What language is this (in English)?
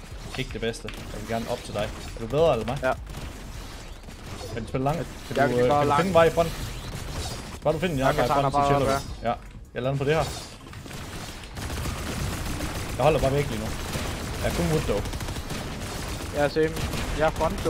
Danish